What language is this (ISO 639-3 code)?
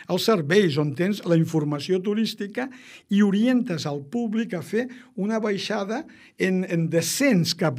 cat